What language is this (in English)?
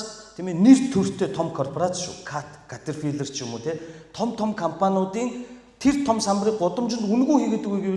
Mongolian